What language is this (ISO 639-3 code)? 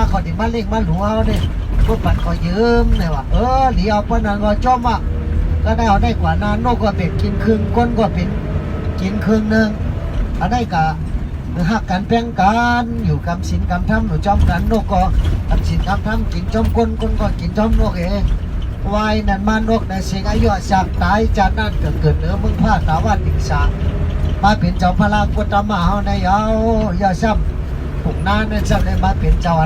shn